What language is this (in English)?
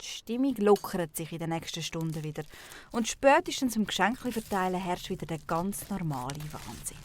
Swiss German